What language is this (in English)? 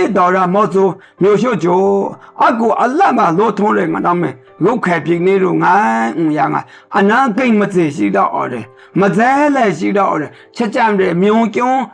Maru